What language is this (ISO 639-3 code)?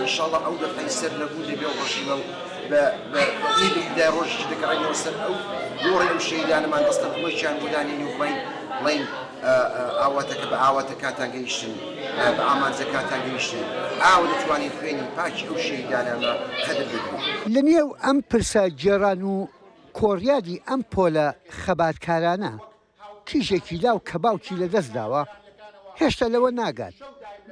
ckb